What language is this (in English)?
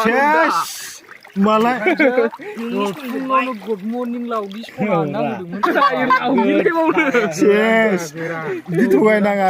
Bodo